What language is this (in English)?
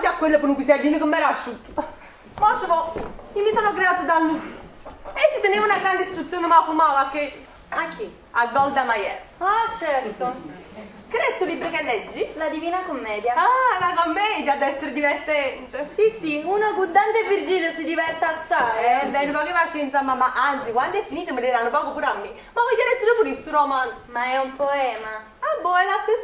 Neapolitan